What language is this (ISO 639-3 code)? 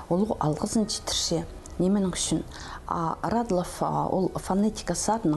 kjh